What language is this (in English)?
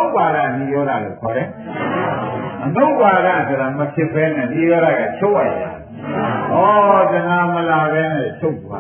Burmese